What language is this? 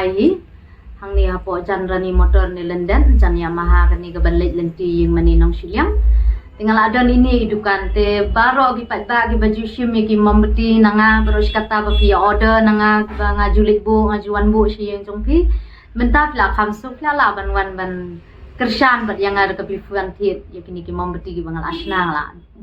Khasi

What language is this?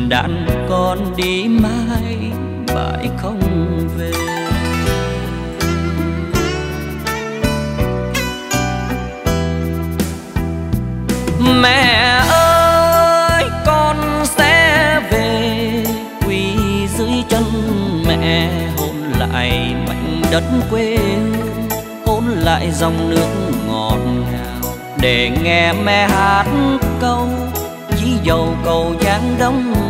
Vietnamese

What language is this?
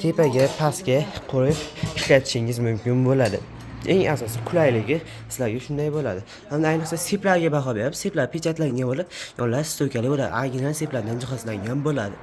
Uzbek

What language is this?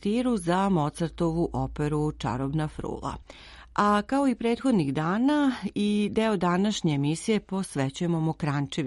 Serbian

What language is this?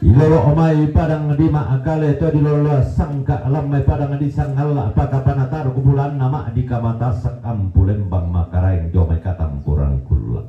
Toraja-Sa'dan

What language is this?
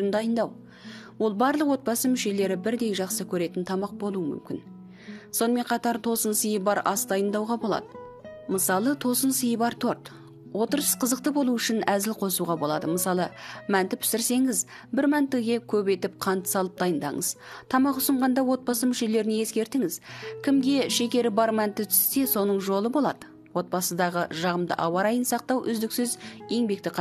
Kazakh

